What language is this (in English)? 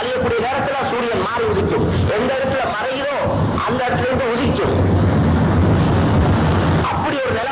Tamil